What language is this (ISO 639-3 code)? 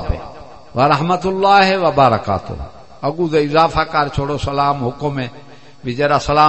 skr